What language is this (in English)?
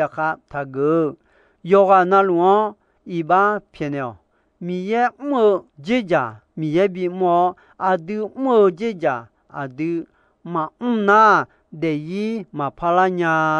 Akha